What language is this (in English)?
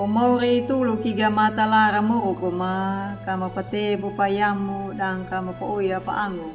Anakalangu